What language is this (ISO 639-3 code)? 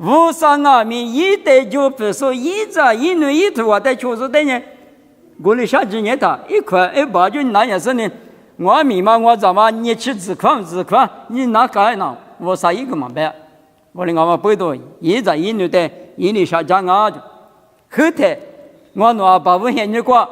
lis